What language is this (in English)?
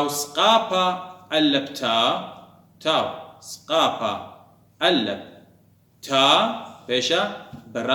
Assyrian Neo-Aramaic